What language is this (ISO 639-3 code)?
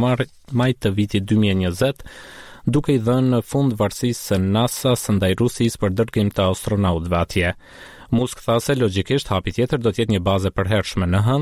sqi